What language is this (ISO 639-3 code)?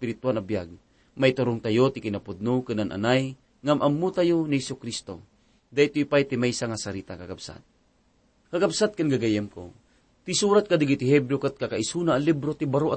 ilo